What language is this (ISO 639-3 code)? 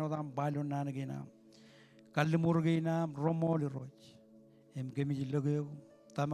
mah